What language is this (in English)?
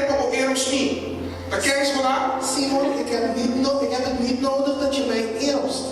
Papiamento